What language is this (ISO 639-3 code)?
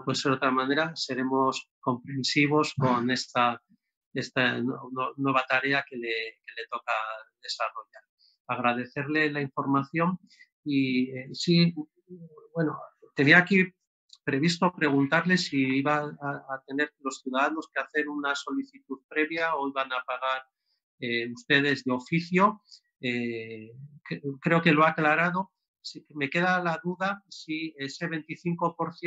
spa